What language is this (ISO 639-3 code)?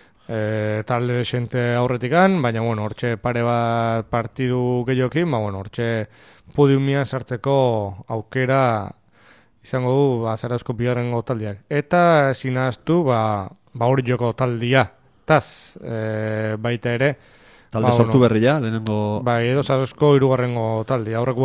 eus